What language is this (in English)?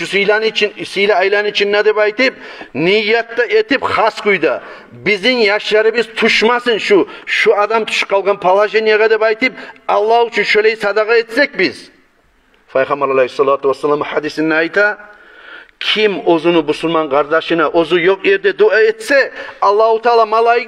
Kumyk